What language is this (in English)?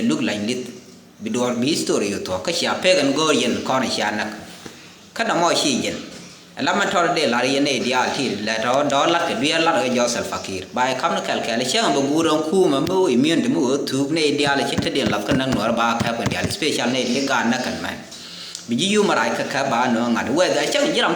Nuer